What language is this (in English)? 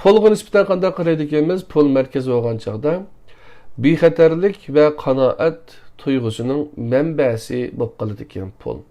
Uyghur